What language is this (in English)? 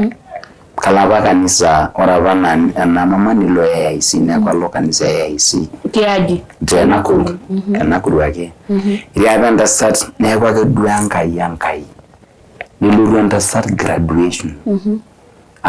Masai